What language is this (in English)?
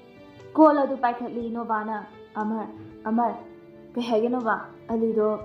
Manipuri